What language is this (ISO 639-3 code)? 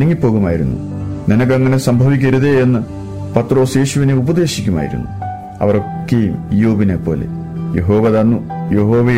mal